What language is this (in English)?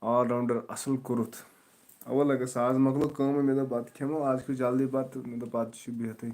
Kashmiri